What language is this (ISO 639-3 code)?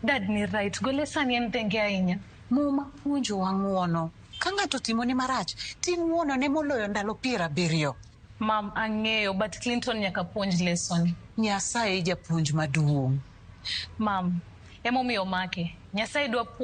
luo